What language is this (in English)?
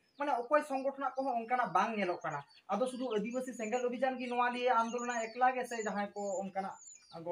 Santali